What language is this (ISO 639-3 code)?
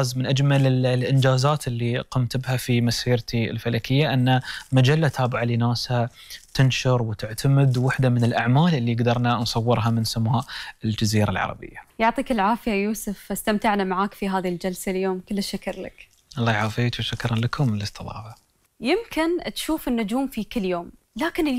afb